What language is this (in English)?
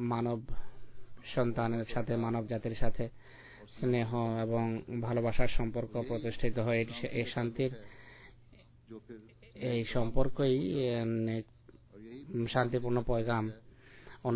Bangla